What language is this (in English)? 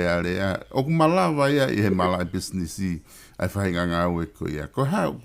Tongan